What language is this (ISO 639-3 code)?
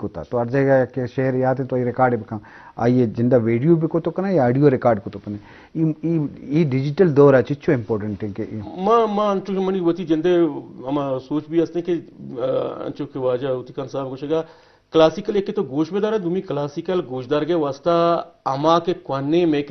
bgp